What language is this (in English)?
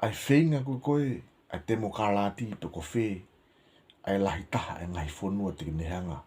Tongan